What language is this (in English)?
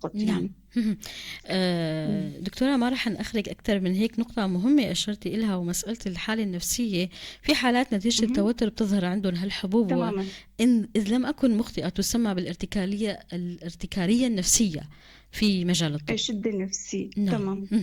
North Levantine Arabic